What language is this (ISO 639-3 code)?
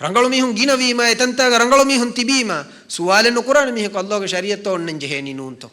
div